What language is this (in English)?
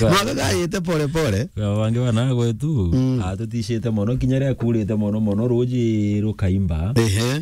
Meru